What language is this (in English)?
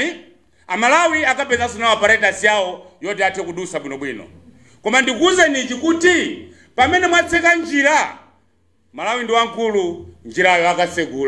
Nyanja